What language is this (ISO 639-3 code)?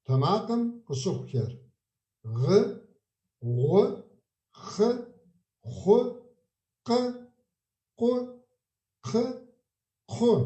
kbd